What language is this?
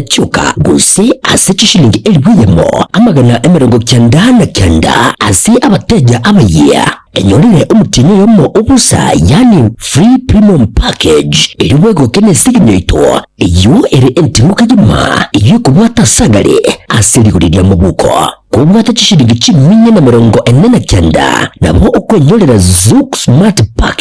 Gusii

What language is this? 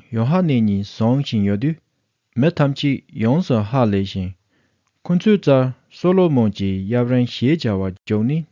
Tibetan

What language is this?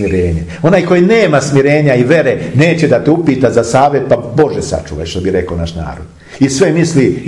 Serbian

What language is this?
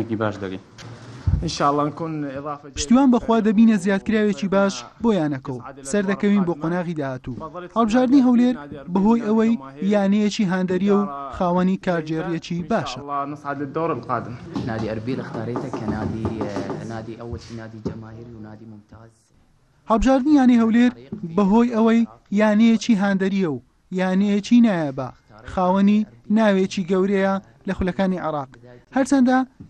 Central Kurdish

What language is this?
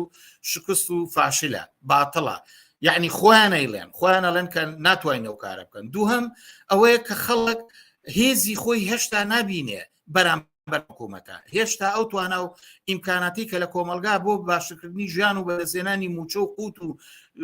Central Kurdish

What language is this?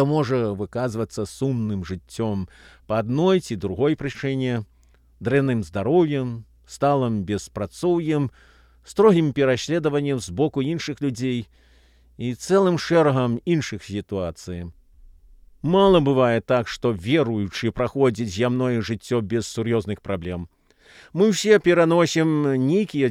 Belarusian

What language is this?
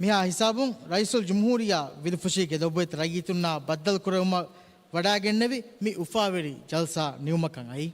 Divehi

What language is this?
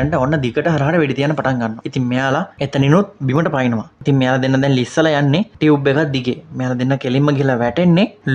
Sinhala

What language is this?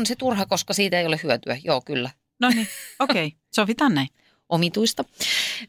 Finnish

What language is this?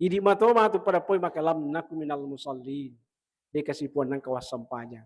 Buginese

